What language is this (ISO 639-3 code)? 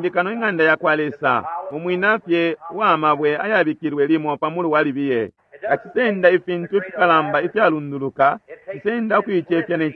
bem